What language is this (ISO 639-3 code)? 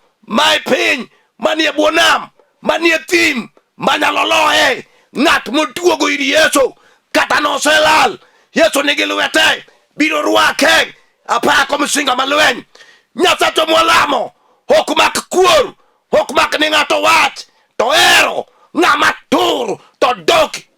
luo